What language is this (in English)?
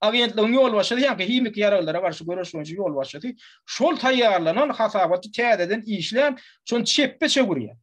Turkmen